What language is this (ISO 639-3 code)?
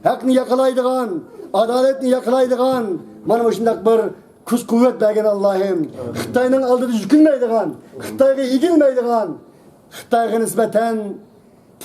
uig